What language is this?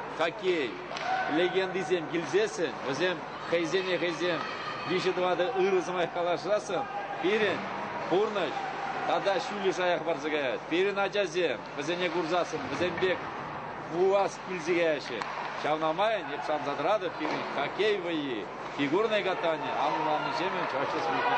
Chuvash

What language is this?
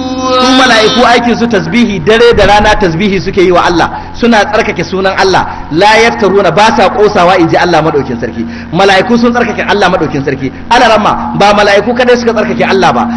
Hausa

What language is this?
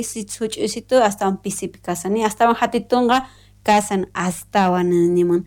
South Bolivian Quechua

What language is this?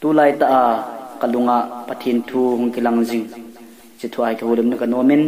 Thado Chin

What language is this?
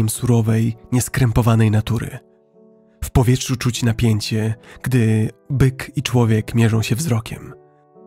Polish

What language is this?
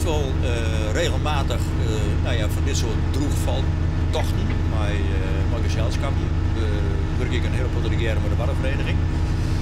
Western Frisian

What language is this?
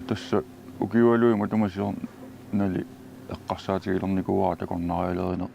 Kalaallisut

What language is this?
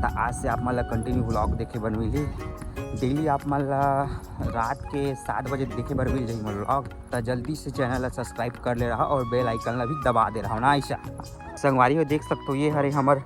Chhattisgarhi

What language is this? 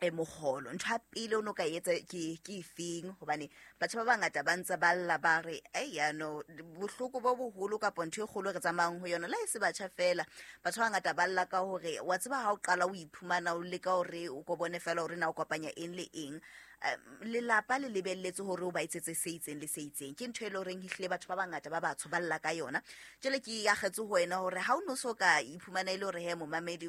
Southern Sotho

